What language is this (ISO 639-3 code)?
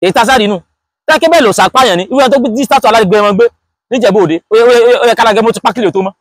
yor